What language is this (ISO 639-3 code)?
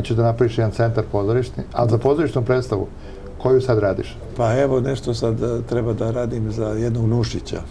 srp